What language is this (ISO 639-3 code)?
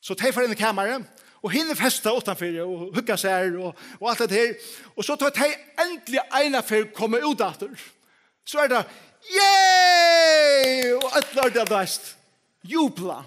fao